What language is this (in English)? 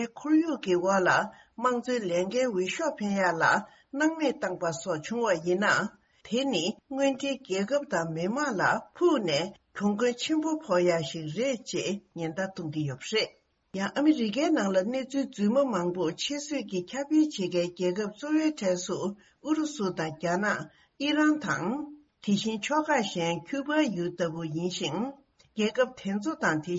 Tibetan